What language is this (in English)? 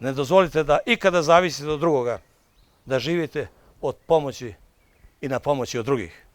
Bosnian